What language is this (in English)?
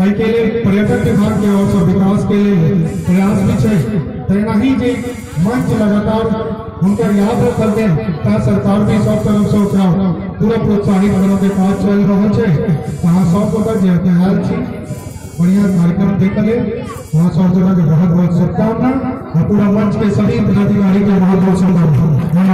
Maithili